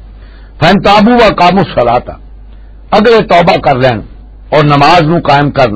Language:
Western Panjabi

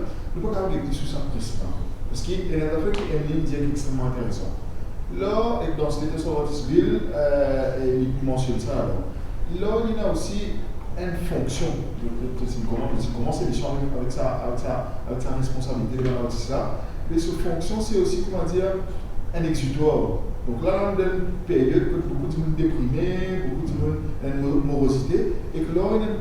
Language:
Morisyen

